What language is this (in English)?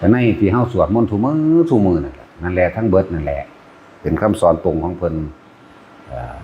Northeastern Thai